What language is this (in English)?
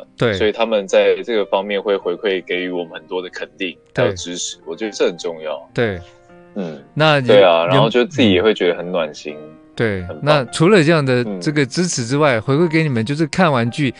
Chinese